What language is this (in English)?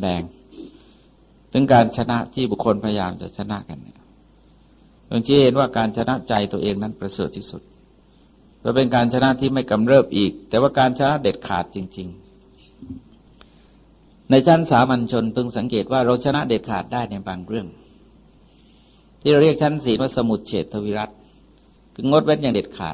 Thai